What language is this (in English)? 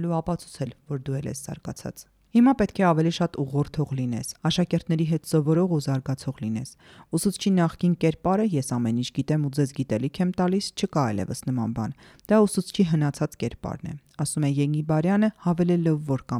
Armenian